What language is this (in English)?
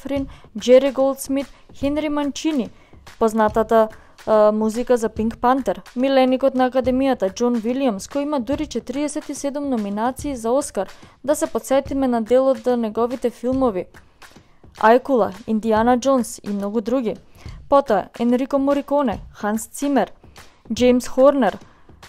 Macedonian